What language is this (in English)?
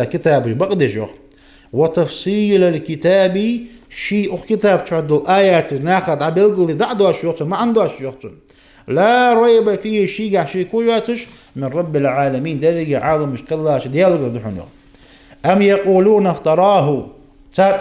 Ingush